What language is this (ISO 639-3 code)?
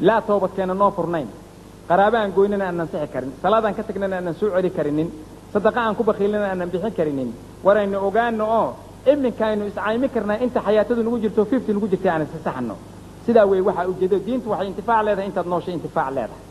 som